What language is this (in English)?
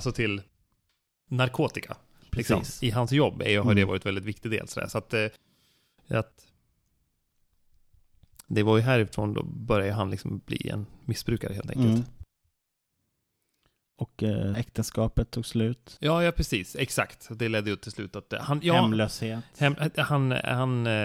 Swedish